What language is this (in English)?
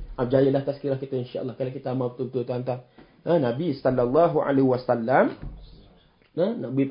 Malay